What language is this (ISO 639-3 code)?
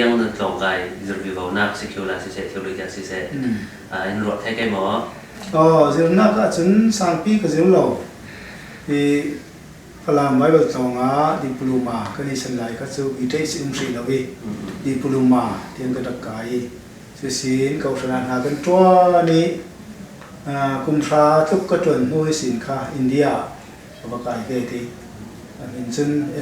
cfm